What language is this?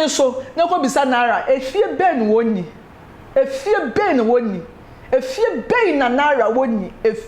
Akan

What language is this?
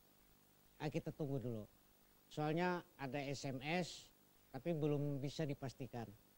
Banjar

